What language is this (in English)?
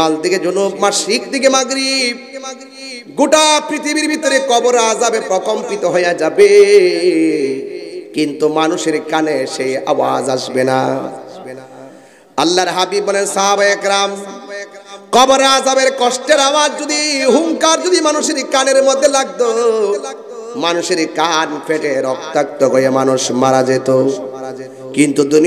Bangla